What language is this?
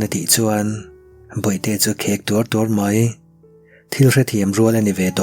Mizo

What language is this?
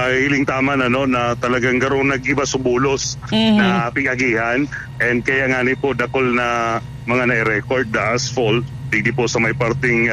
Bikol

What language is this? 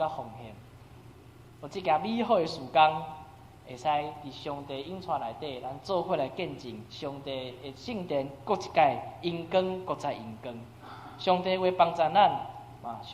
Min Nan Chinese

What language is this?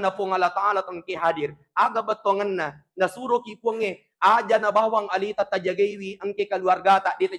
Buginese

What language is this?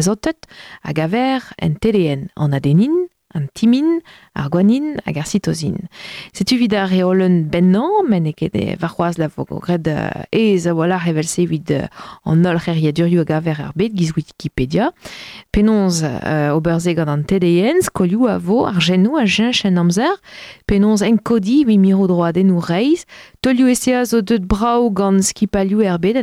Breton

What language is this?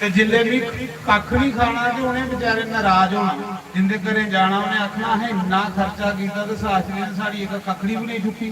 Dogri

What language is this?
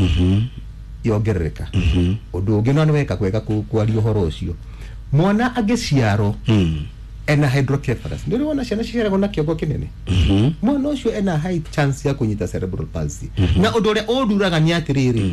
Kikuyu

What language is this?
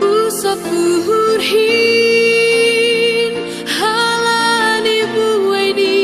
Batak Simalungun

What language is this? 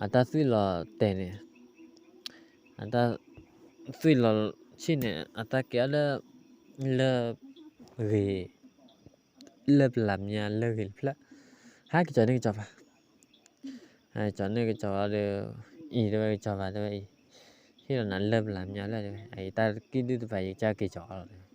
S'gaw Karen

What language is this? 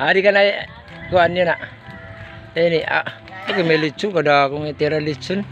Waray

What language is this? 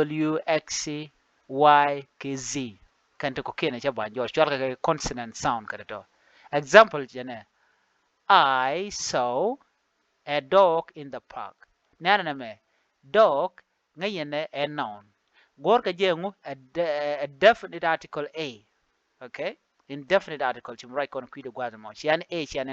Nuer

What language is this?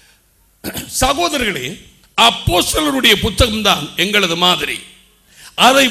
Tamil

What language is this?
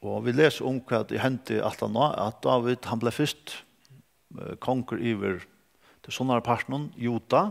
Faroese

